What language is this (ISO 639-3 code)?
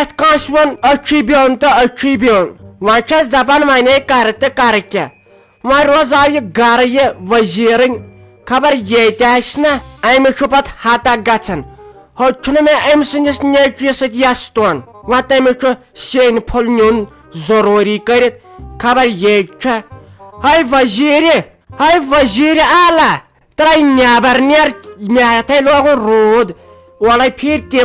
kas